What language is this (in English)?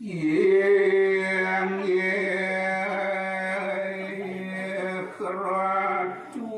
Balinese